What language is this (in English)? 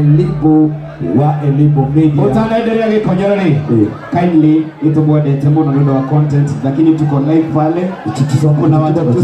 Kikuyu